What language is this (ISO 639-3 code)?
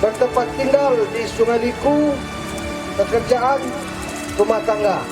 min